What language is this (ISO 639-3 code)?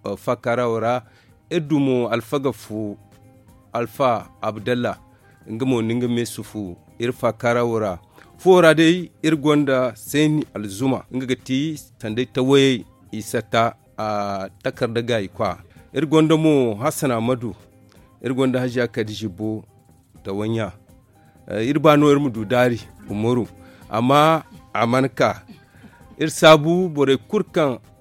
dje